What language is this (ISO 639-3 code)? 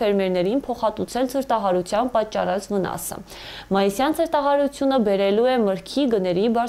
hye